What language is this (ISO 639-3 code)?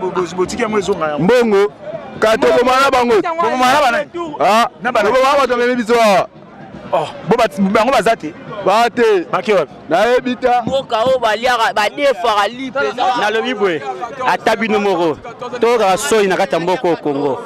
lin